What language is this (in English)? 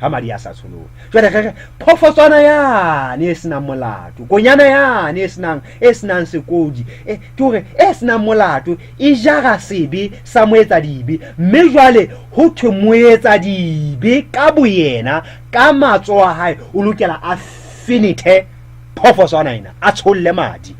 Southern Sotho